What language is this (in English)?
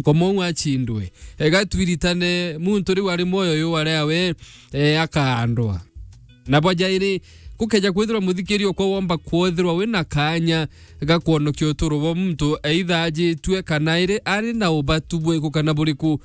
Meru